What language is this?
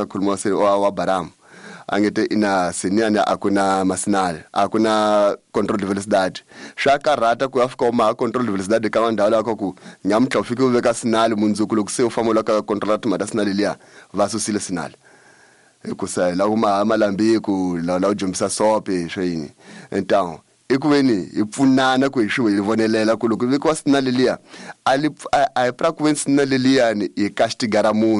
Tsonga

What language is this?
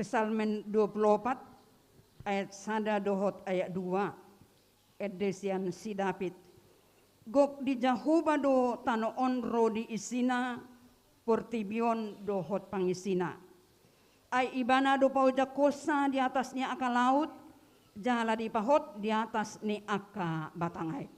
Batak Toba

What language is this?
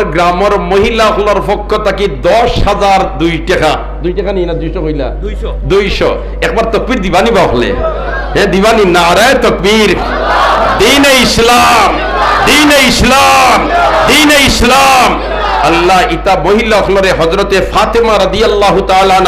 Sylheti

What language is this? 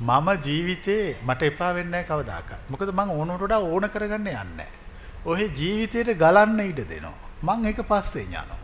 Sinhala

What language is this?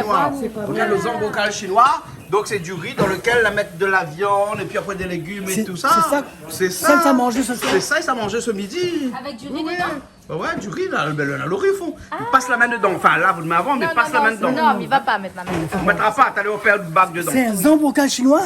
Réunion Creole French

